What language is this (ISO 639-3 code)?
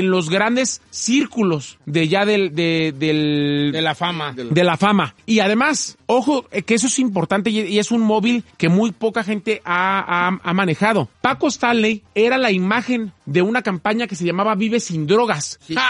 spa